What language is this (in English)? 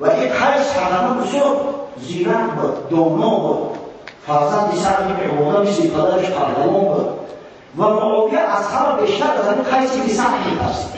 Tajik